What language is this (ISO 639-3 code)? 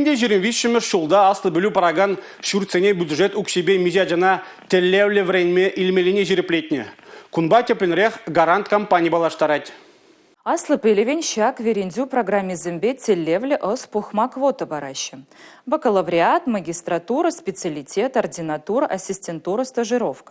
chv